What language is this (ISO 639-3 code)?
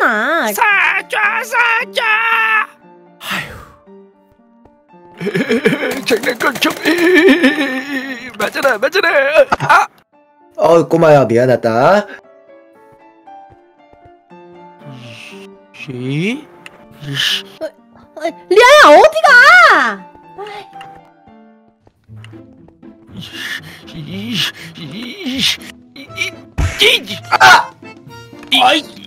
kor